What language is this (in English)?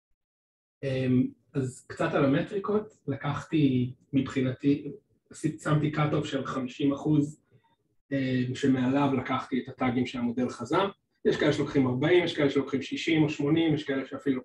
Hebrew